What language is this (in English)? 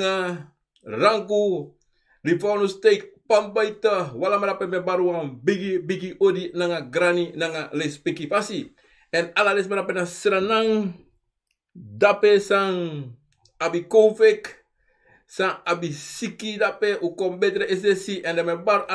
Sranan Tongo